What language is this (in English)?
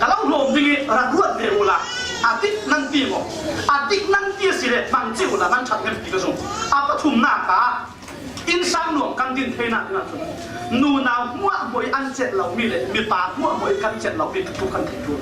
Falam Chin